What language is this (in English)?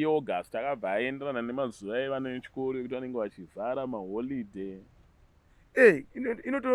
Shona